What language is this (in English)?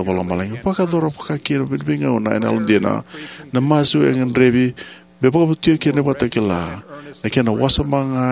Fijian